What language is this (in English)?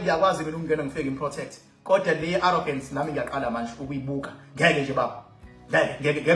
Zulu